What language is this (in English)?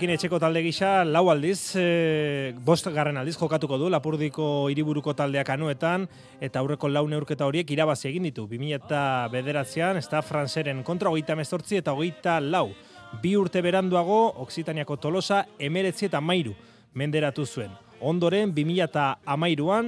Basque